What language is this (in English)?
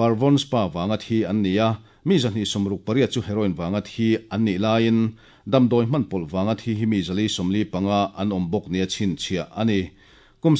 Mizo